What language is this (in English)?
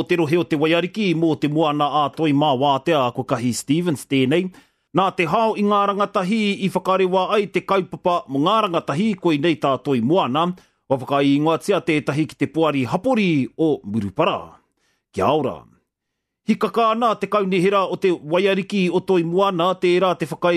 Māori